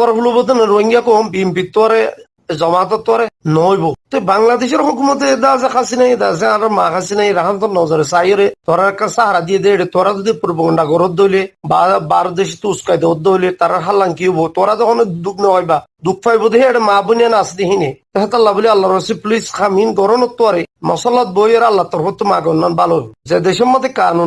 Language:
Rohingya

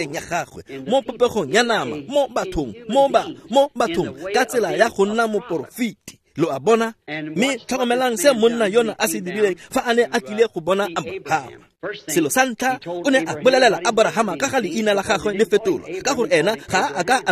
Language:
Tswana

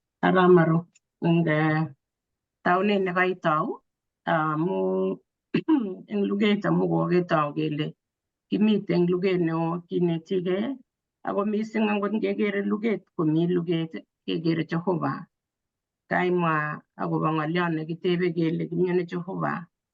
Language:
Kalenjin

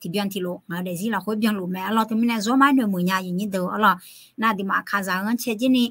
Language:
Akha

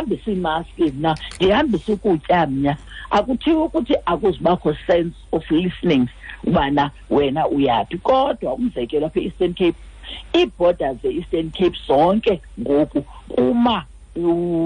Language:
Xhosa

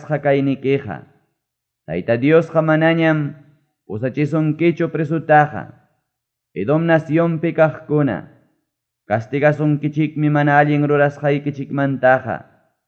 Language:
Ayacucho Quechua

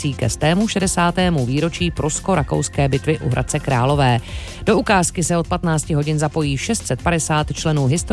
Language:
Czech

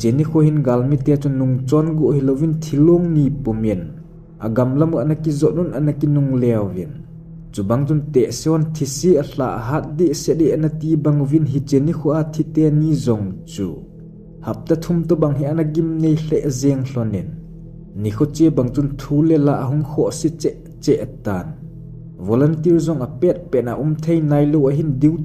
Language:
Thado Chin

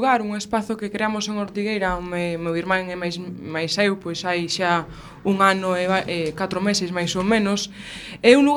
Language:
Galician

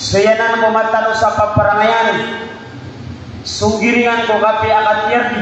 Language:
Maranao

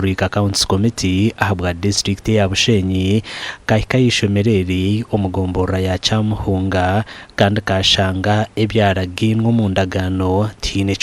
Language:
Nyankole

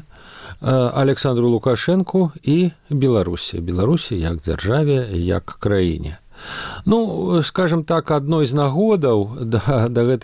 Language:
Belarusian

